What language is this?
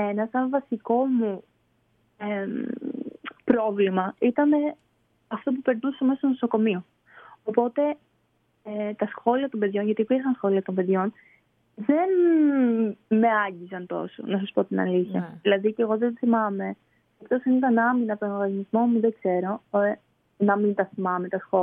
Greek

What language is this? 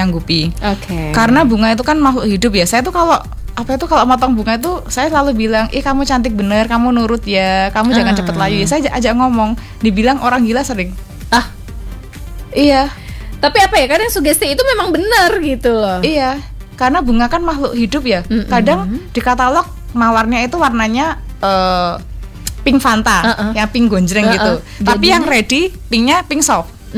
Indonesian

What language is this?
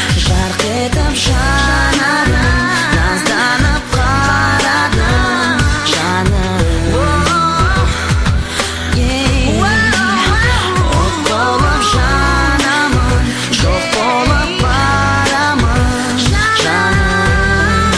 Kazakh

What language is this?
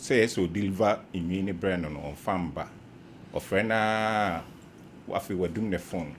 Akan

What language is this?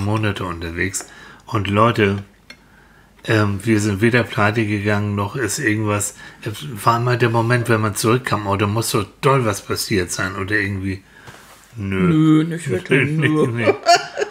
German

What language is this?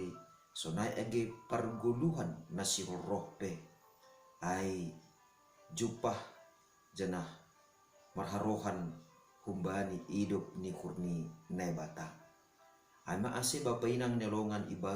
Batak Simalungun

